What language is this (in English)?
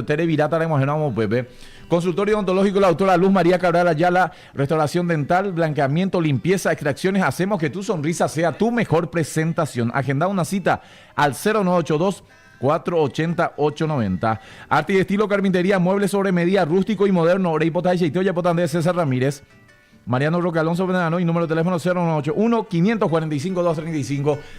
Guarani